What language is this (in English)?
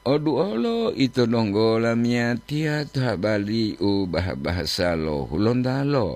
Gorontalo